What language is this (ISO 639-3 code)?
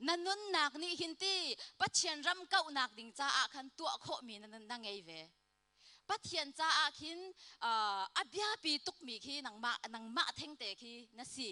cnh